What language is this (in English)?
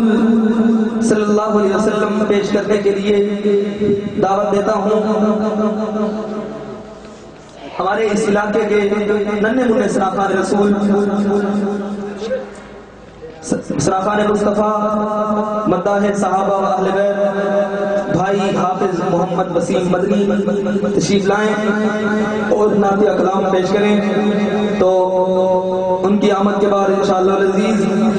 Urdu